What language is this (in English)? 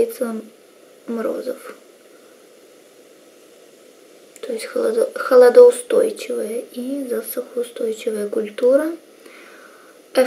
Russian